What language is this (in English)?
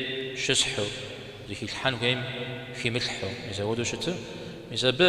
Kabardian